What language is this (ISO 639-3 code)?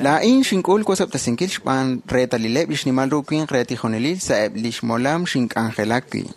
kek